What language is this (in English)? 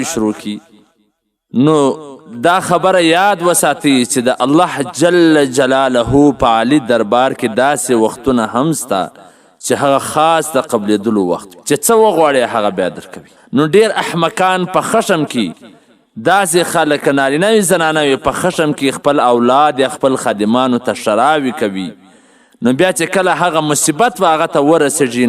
Pashto